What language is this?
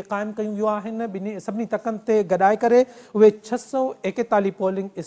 Sindhi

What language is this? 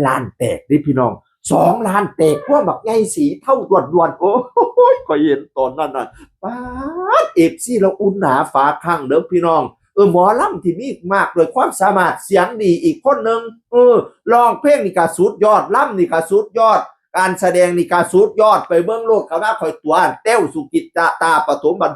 Northeastern Thai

